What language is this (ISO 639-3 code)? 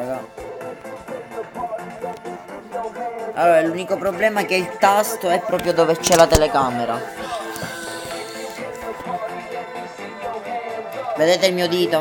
ita